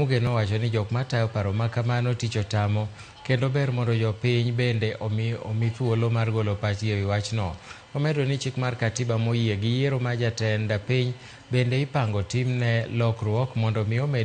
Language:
Luo (Kenya and Tanzania)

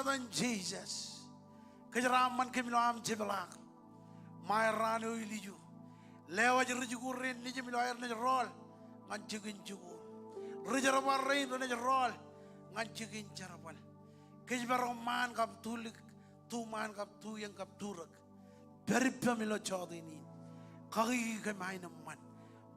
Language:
Marshallese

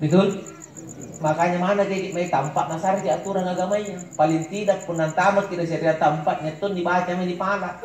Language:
Makasar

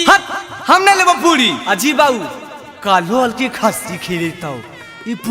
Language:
Magahi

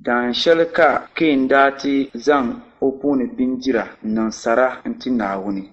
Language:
Dagbani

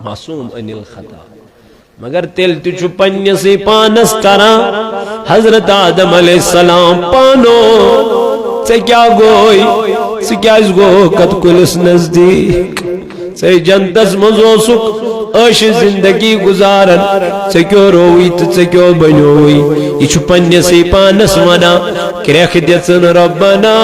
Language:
Kashmiri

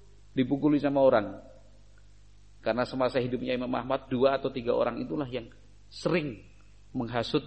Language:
Indonesian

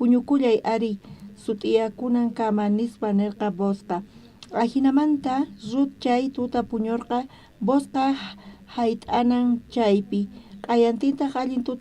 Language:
South Bolivian Quechua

